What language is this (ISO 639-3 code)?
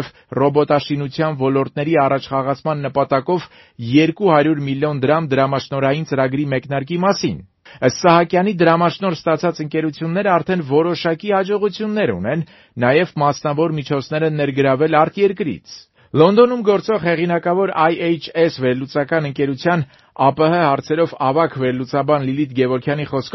hye